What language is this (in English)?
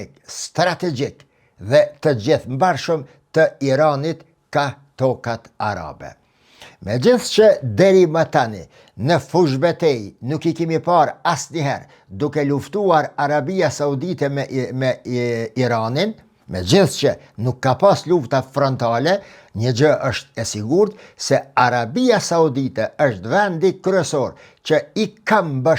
Albanian